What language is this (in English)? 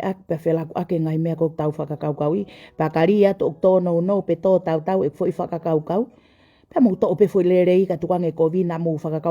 Tongan